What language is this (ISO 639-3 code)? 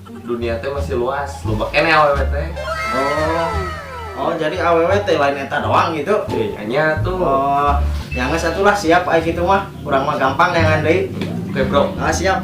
sun